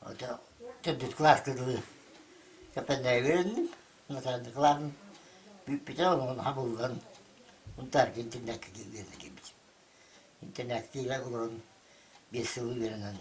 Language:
Yakut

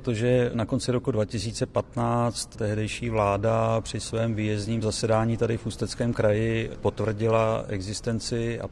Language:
Czech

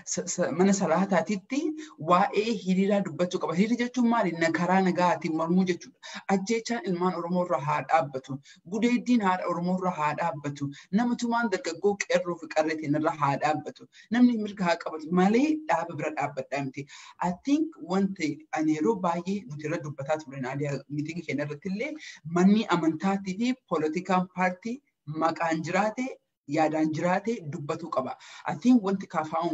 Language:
Oromo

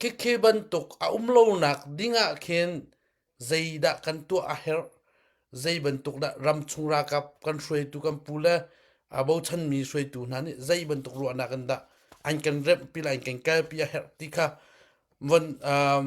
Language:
Hakha Chin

